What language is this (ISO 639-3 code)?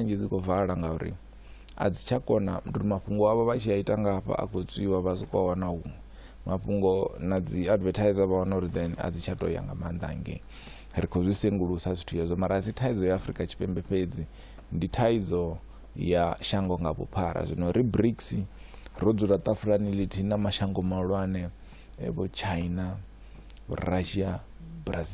ven